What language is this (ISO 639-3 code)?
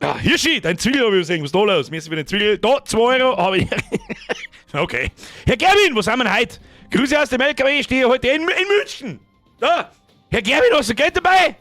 bar